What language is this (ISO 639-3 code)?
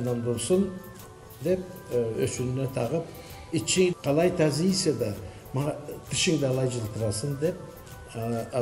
krc